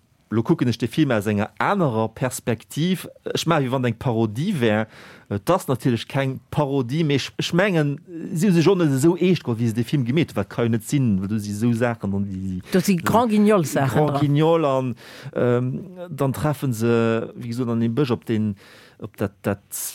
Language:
Luxembourgish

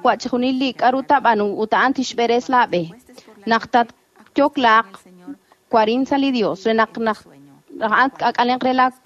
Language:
Kekchí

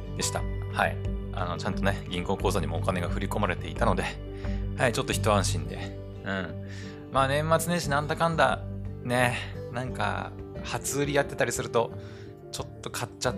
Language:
Japanese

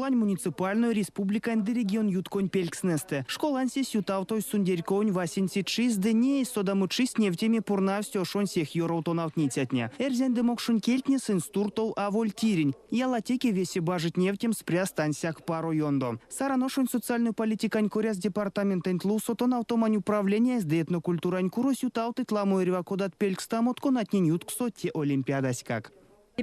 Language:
Erzya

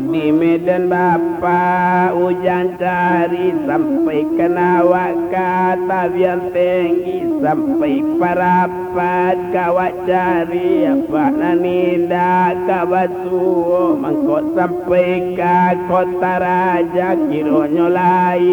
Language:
Minangkabau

